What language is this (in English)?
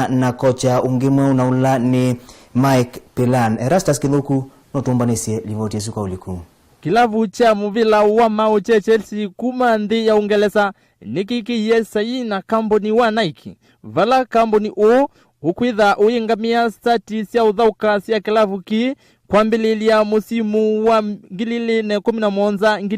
Kamba